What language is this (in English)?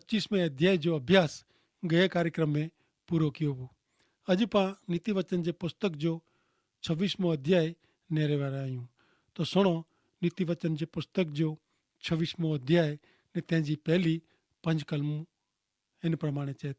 Kachhi